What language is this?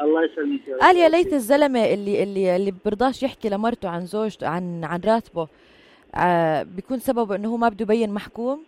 North Levantine Arabic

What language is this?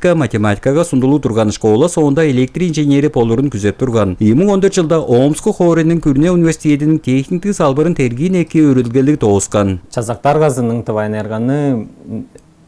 Tuvinian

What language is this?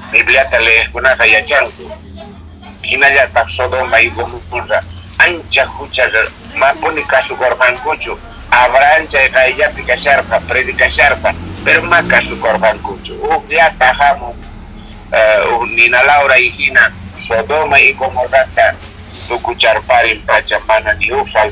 Quechua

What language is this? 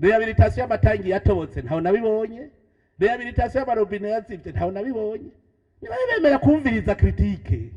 Rundi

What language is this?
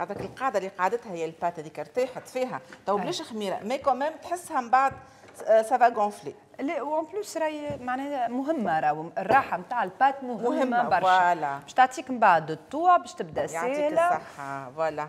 Tunisian Arabic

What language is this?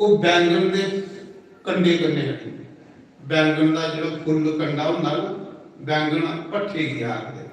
Dogri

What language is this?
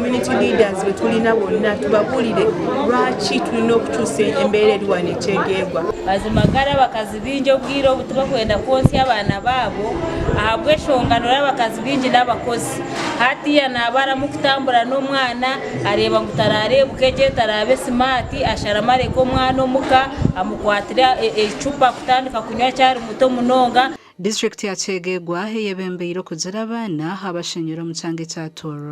Nyankole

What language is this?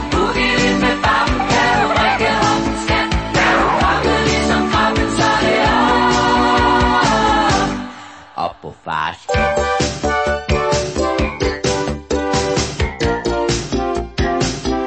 Danish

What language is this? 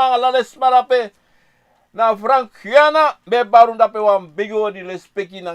Sranan Tongo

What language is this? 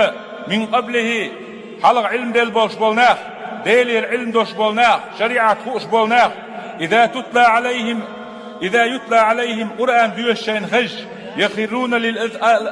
Chechen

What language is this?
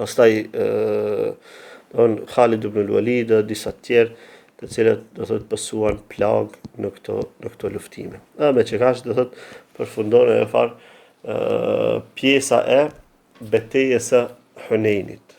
Albanian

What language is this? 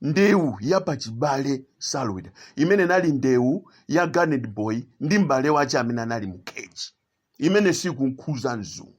Nyanja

